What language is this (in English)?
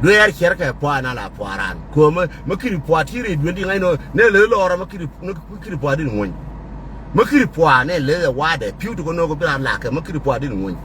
Nuer